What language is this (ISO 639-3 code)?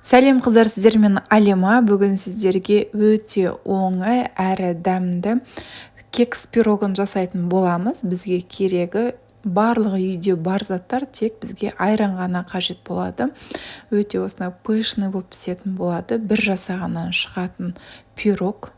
kaz